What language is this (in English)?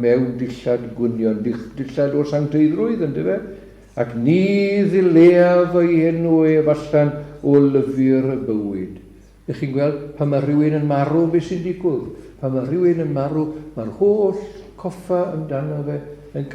Welsh